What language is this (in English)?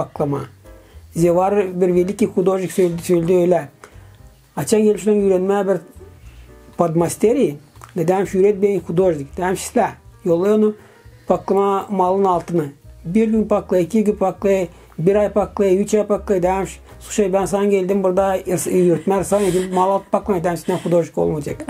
Gagauz